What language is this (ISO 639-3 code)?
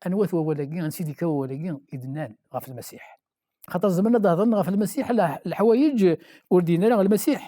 kab